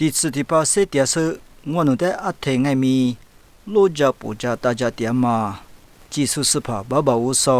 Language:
Lisu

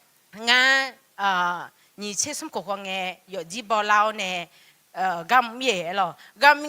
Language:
Akha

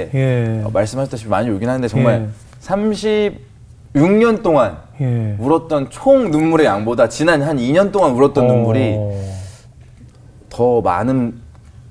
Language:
Korean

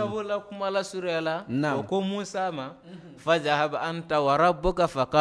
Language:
Bambara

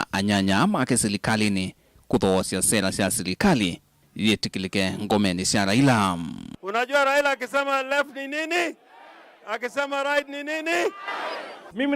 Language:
Kamba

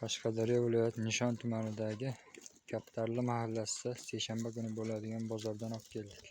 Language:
Uzbek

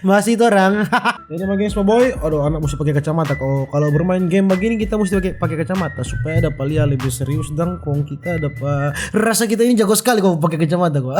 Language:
Manado Malay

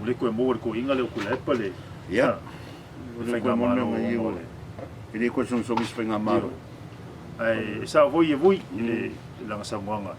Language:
Samoan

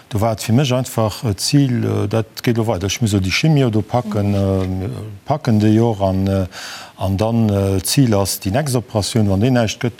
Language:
Luxembourgish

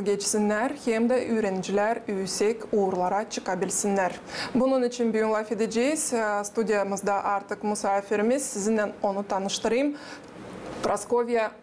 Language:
Gagauz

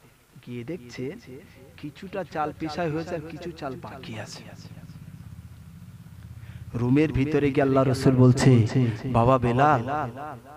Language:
Bangla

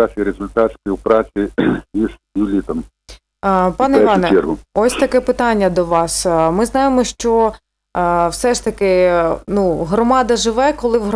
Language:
Ukrainian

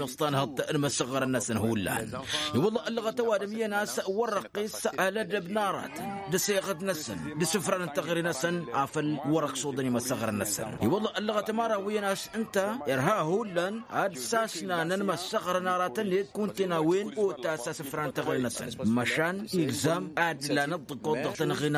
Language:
Tamasheq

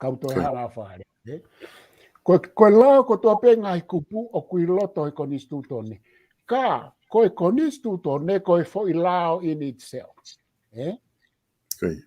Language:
Tongan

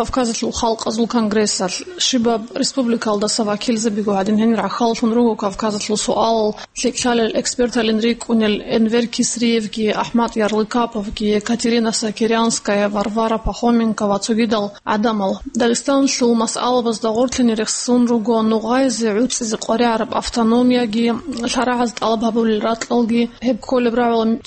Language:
Avaric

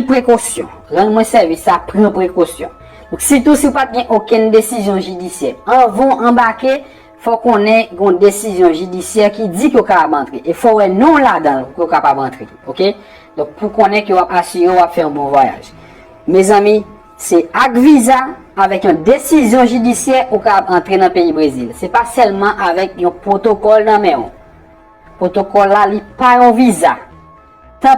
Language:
Haitian Creole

